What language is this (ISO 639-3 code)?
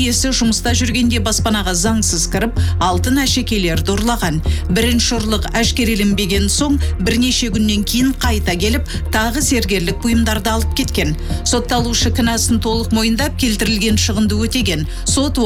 kaz